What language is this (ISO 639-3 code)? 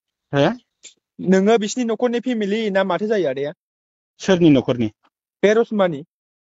brx